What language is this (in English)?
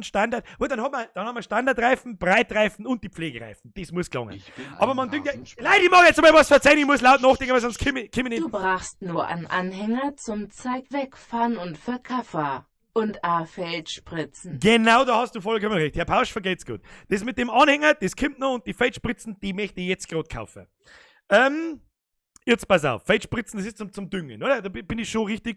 Bavarian